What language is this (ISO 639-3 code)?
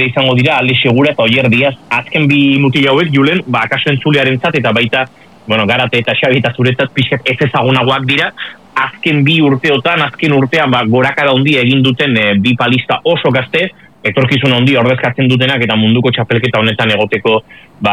eus